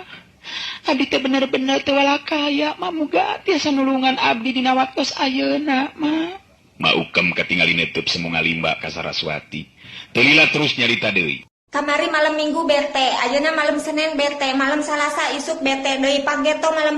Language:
Sundanese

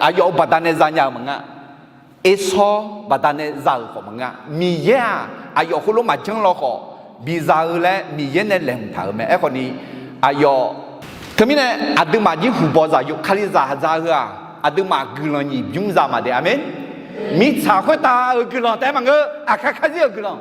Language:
Akha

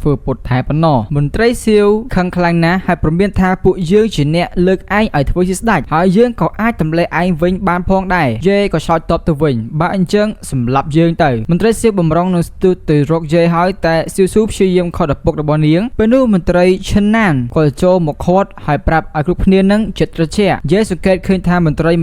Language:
Khmer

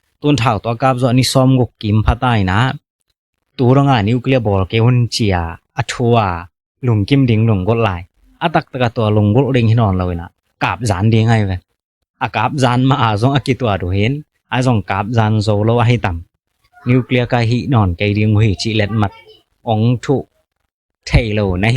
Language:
Tedim Chin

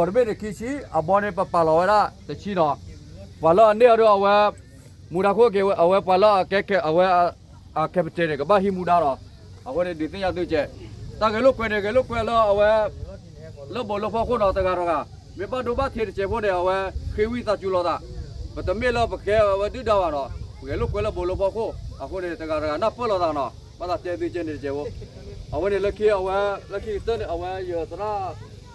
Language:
S'gaw Karen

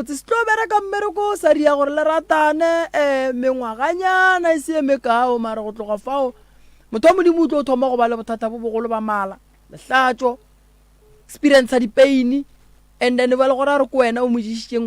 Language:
Northern Sotho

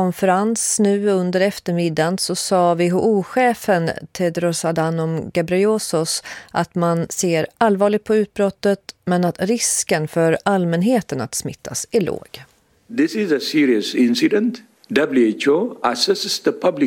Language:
Swedish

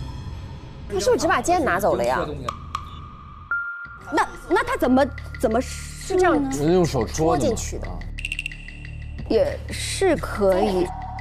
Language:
Chinese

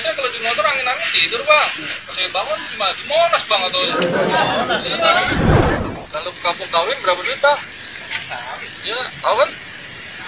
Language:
Betawi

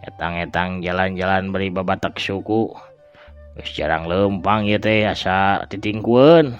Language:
Sundanese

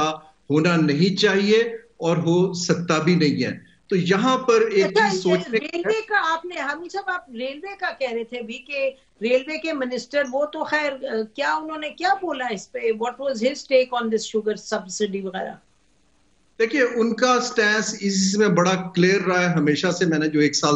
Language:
Urdu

